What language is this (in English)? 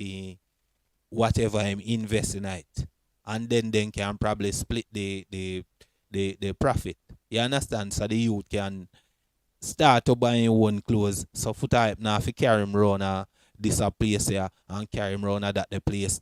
Jamaican Creole English